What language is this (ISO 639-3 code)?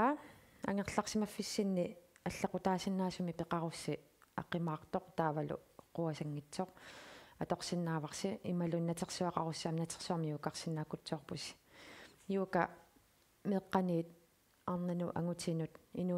kal